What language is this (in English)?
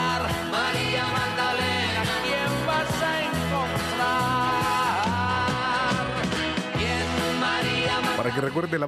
Spanish